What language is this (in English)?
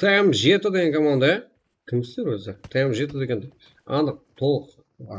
Kara-Kalpak